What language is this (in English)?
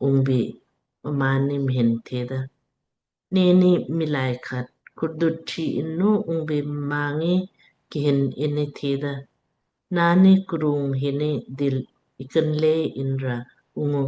Lamkang